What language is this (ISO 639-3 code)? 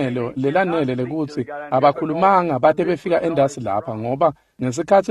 ssw